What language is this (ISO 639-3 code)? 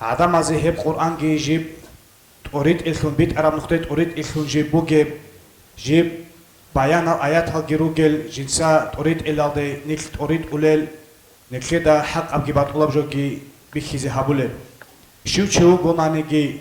ava